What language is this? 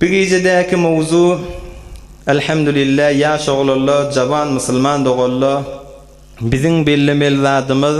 Turkmen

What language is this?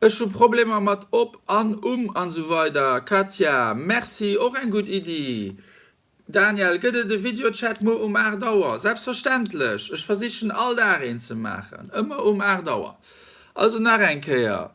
Luxembourgish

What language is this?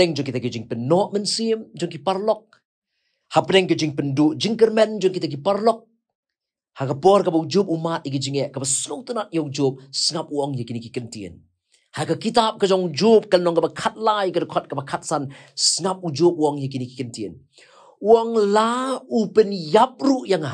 Khasi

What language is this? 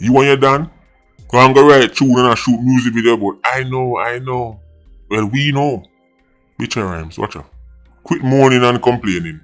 Jamaican Creole English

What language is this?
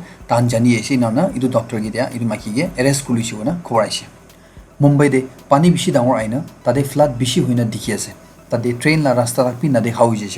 Naga Pidgin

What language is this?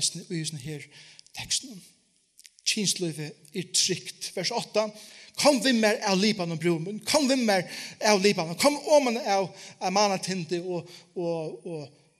Faroese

